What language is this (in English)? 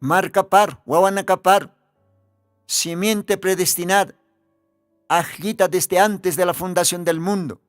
Aymara